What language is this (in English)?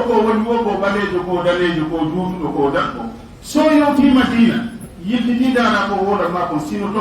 Fula